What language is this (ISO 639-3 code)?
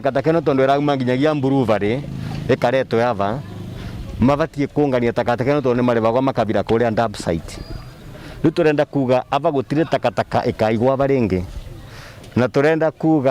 mer